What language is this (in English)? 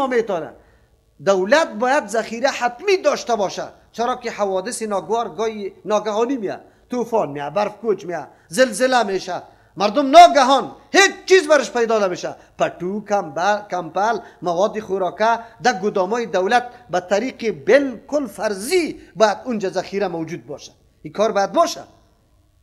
Persian